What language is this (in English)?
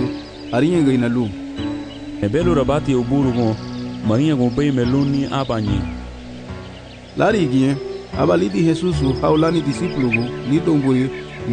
Garifuna